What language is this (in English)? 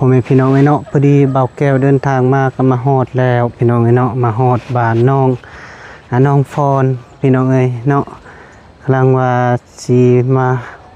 Lao